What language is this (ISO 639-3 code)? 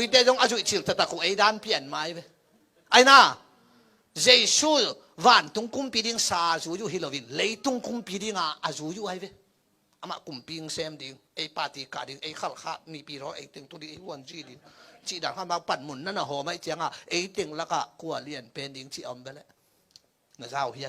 ctd